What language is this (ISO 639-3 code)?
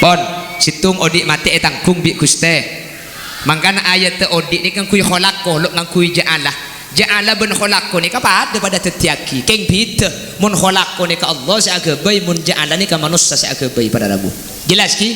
mad